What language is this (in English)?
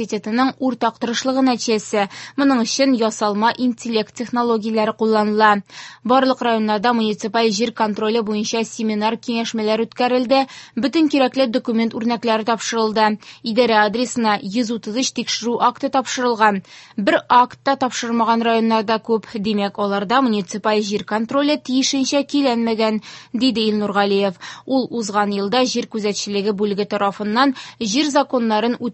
Tatar